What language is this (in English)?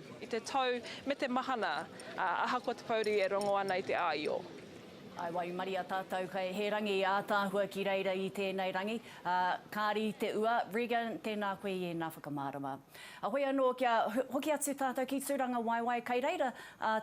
Māori